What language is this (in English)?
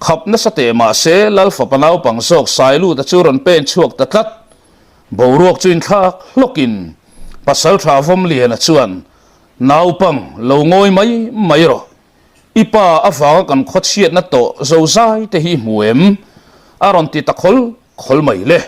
Mizo